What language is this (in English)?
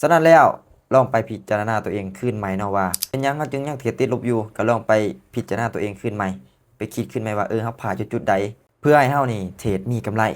Lao